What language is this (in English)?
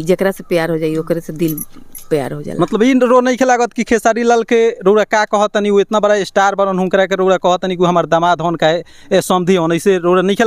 Bhojpuri